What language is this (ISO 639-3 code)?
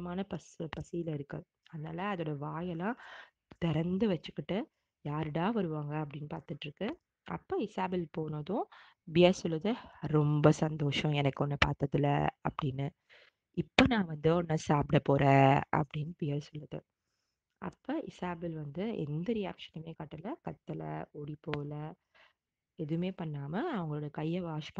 tam